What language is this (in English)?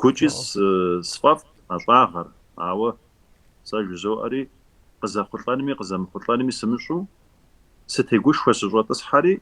Kabardian